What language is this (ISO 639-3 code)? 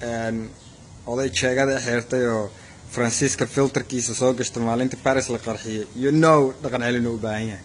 som